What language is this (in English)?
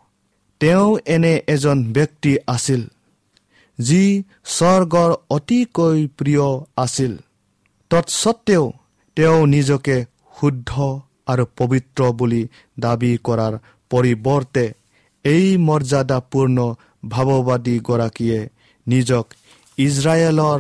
Assamese